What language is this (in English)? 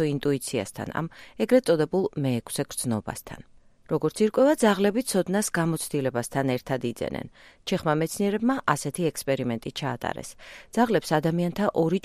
Georgian